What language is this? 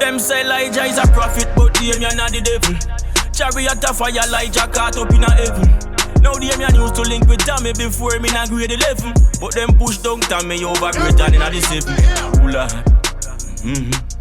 Jamaican Creole English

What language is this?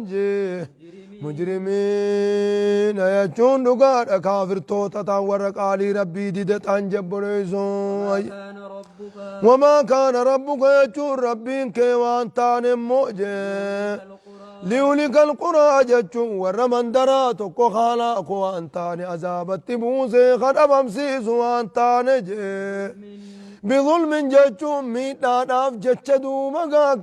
Oromo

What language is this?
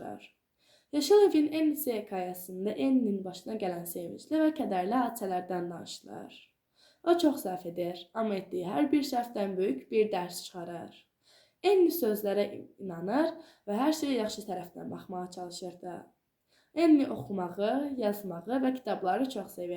Azerbaijani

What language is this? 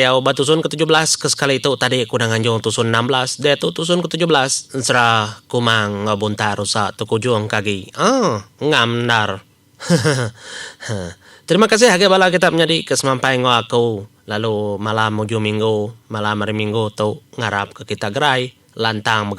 Iban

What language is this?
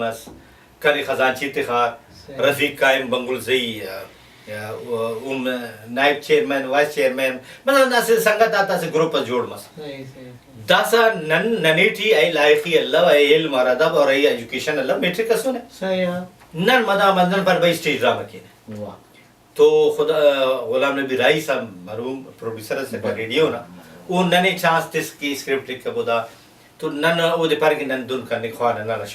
Brahui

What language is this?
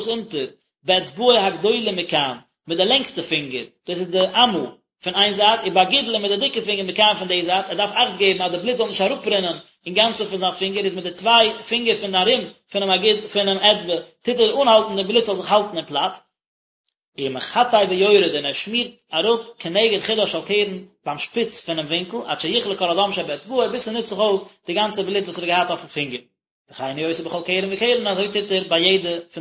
Yiddish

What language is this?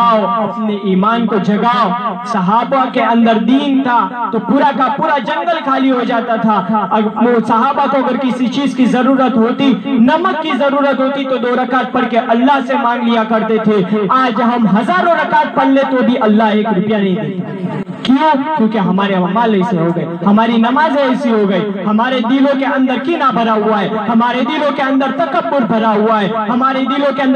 Urdu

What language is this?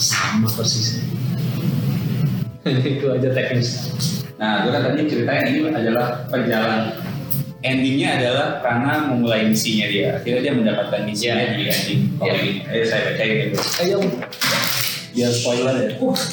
Indonesian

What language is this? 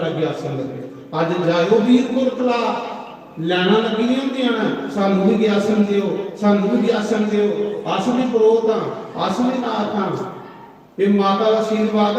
Dogri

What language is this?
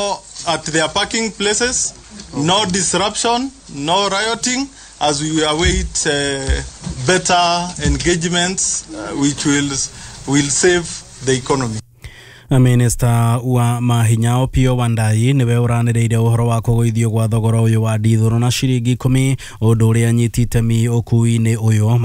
Kikuyu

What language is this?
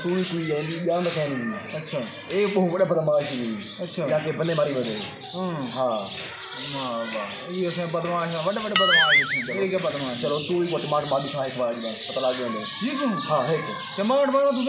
Saraiki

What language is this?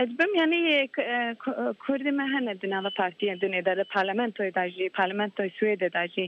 Kurdish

